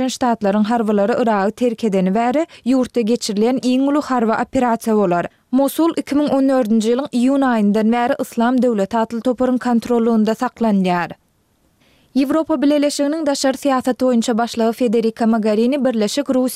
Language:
Turkmen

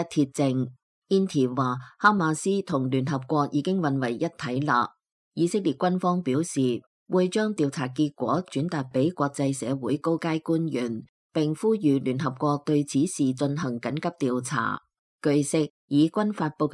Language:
Cantonese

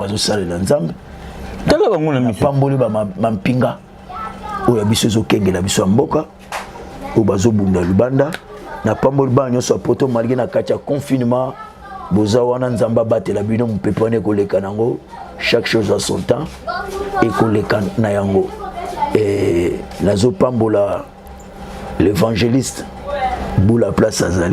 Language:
Lingala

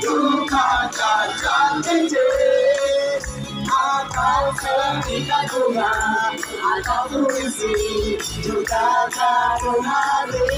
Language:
Betawi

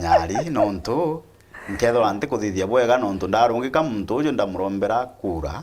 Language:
Meru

